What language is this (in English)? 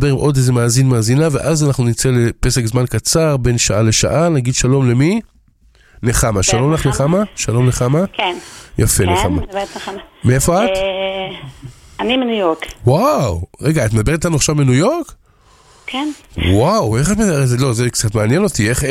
Hebrew